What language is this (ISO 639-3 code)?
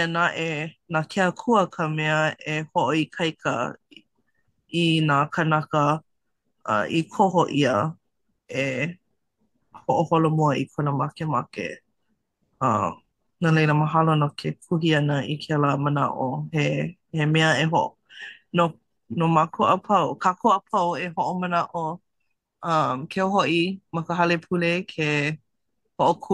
haw